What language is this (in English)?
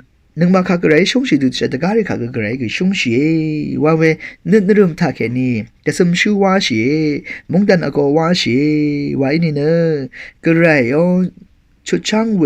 Rawang